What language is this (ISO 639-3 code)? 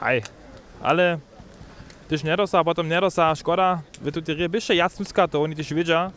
hsb